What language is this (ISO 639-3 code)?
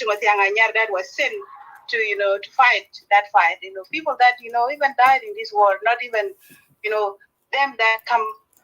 nus